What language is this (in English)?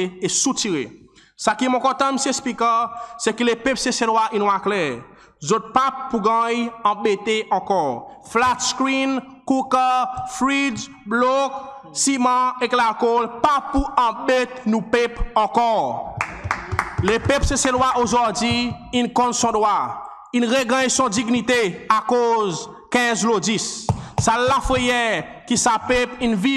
Seselwa Creole French